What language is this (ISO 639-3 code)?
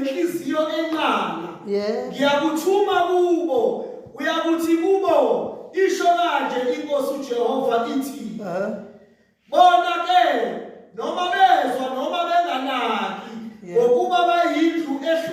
zul